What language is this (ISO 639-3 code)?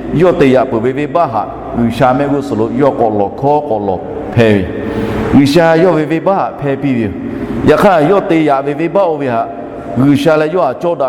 lhu